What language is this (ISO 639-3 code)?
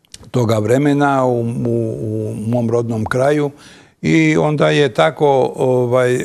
bos